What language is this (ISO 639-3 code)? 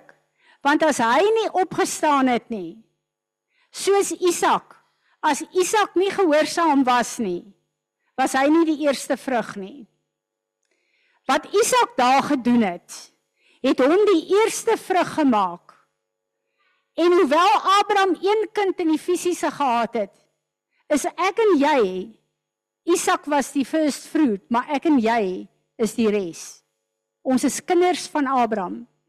afr